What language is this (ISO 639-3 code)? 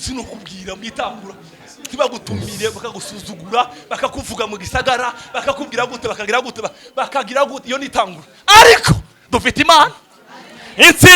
run